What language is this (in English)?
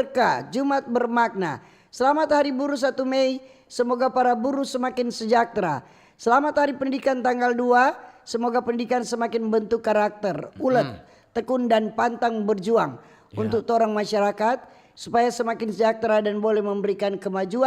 Manado Malay